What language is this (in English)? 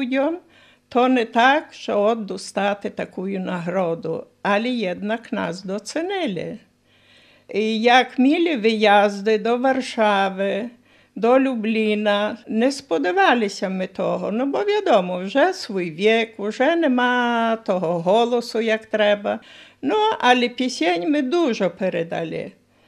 Ukrainian